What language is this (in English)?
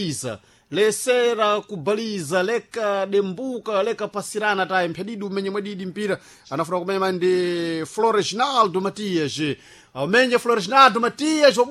Sena